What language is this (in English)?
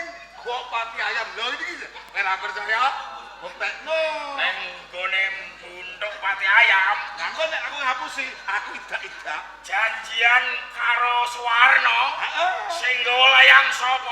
Javanese